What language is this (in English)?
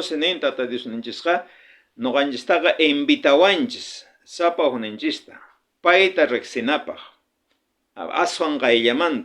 South Bolivian Quechua